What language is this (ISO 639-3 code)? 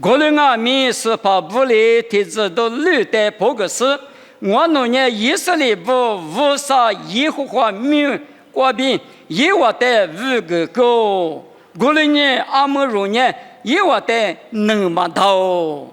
lis